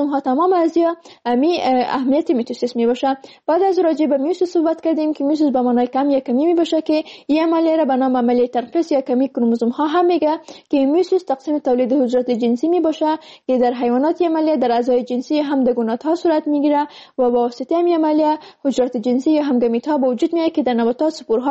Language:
Persian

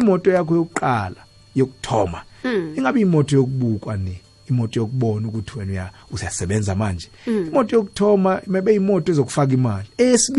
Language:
South Ndebele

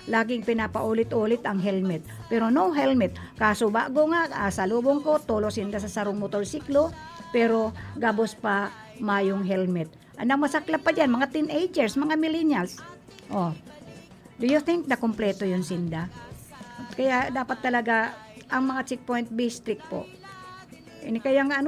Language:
Bikol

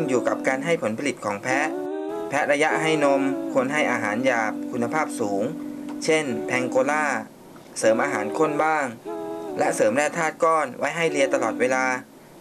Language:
Thai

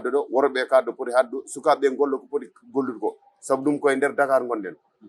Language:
Fula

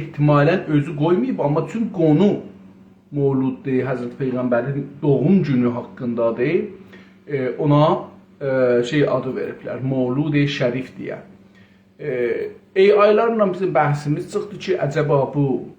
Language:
South Azerbaijani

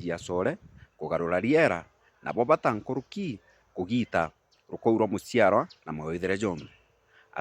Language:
Meru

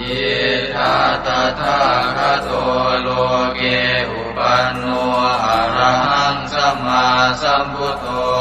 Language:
Pali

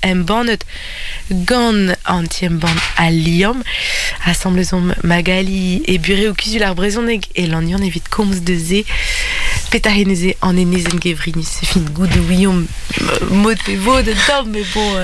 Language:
Breton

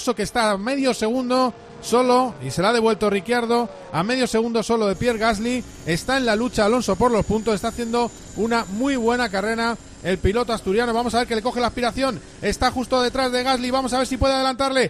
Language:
Spanish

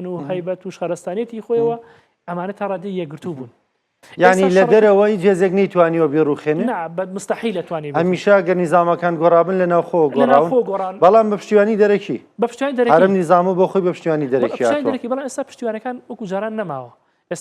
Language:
Central Kurdish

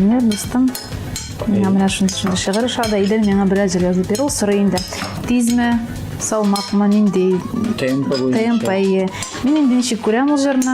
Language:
Tatar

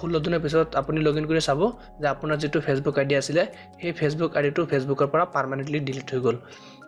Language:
Assamese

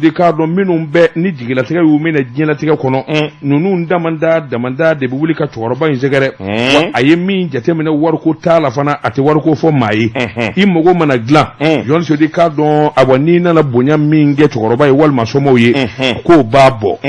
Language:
Bambara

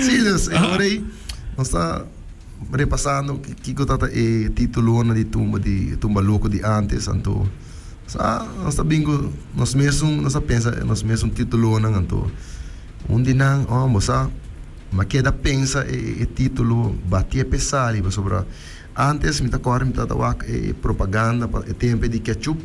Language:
Papiamento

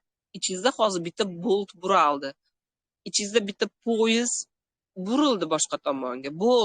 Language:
Uzbek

